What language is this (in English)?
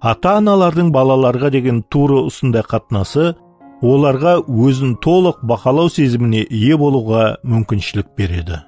Kara-Kalpak